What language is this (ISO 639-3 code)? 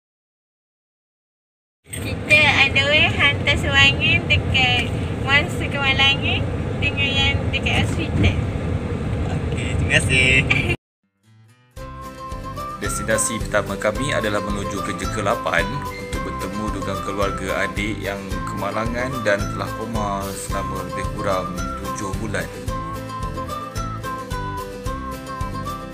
msa